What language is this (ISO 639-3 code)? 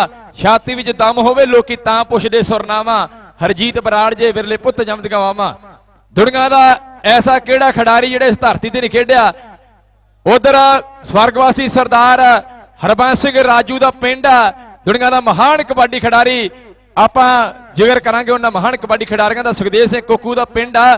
pan